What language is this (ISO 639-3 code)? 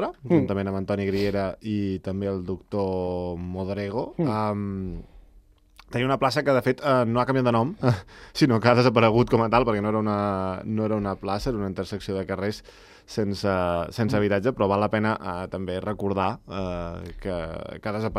cat